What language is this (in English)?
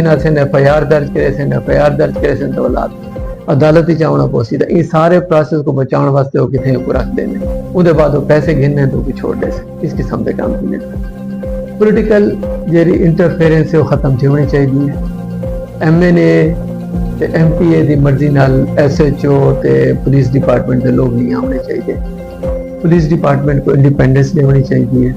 Saraiki